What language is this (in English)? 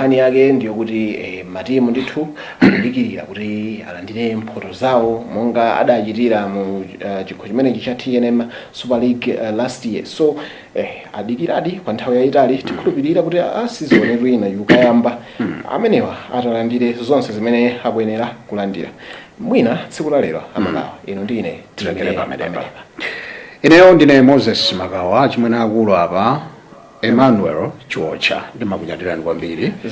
Nyanja